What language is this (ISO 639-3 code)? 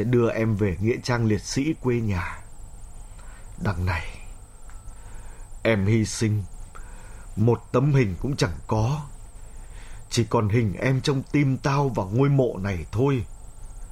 vie